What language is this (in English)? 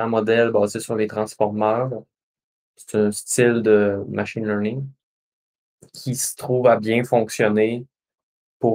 French